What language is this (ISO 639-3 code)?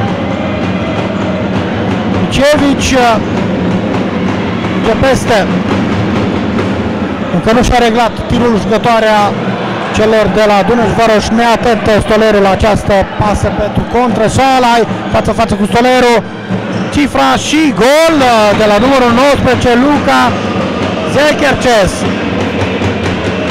ron